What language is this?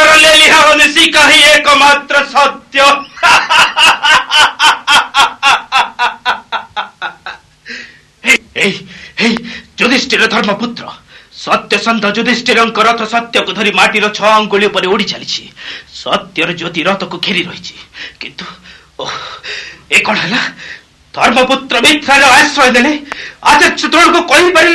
Odia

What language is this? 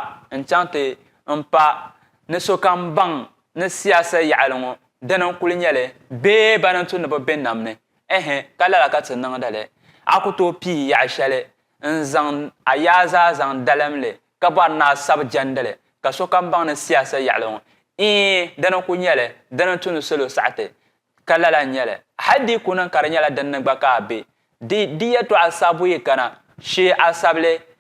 Dagbani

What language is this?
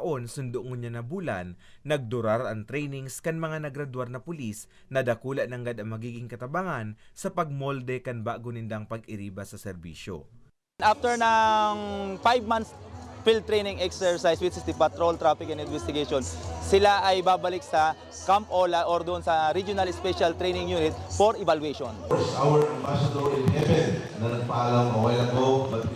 Bikol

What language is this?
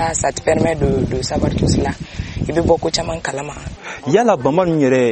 Bambara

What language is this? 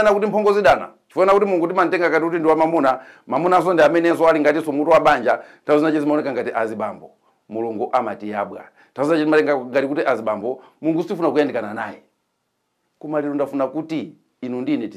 Nyanja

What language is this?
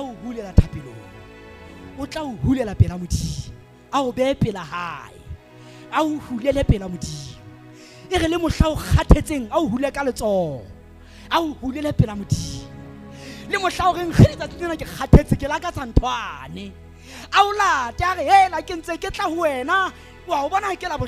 Southern Sotho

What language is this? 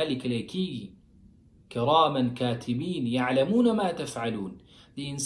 Pashto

